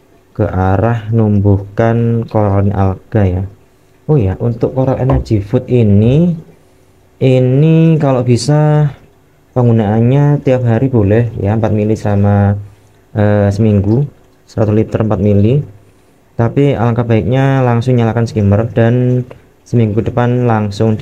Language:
Indonesian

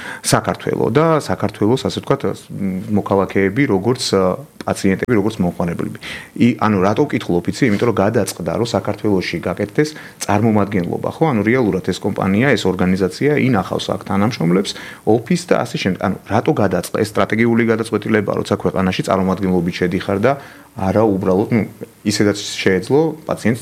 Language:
Georgian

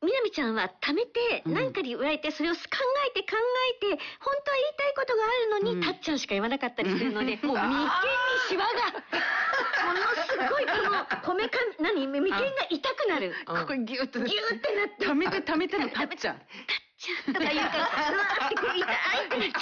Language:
Japanese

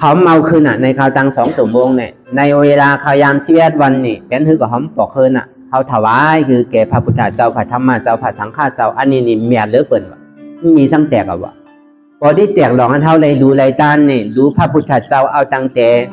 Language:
Shan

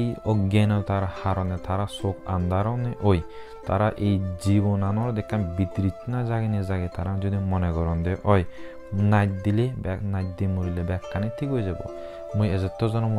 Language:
Chakma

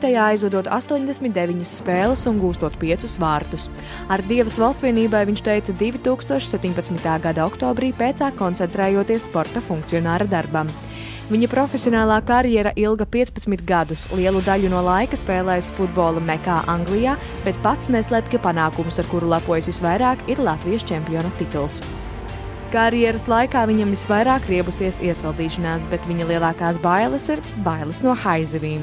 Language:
Latvian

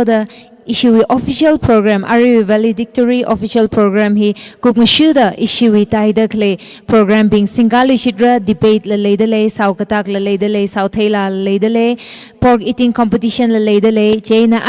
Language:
Tangkhul Naga (India)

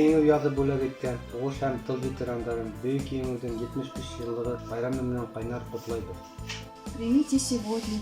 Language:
Bashkir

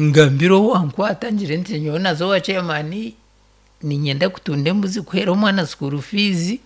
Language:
Nyankole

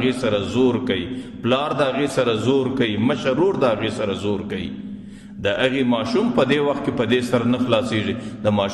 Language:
Pashto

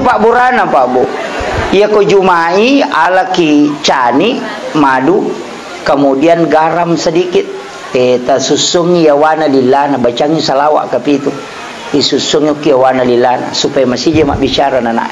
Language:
Buginese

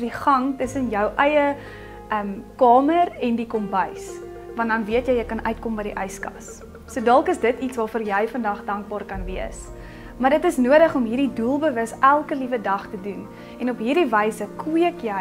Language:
Afrikaans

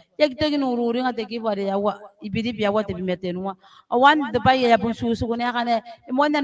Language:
Gilbertese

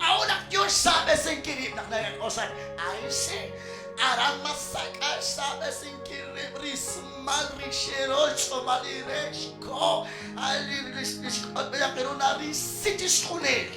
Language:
Kekchí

